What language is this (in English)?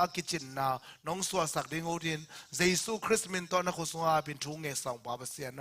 Tedim Chin